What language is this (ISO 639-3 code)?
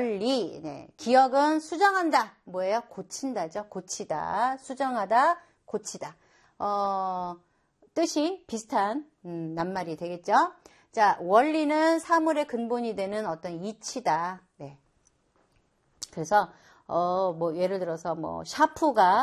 kor